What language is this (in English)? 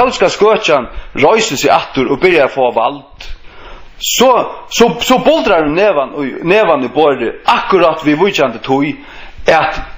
Faroese